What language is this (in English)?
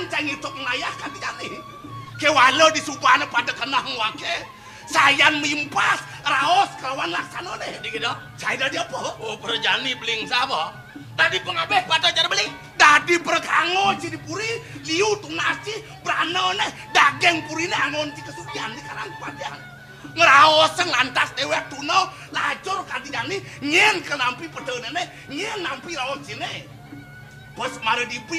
Balinese